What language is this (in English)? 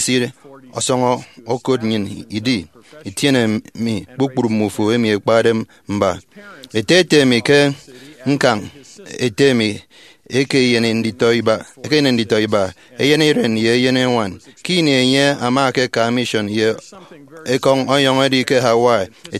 Efik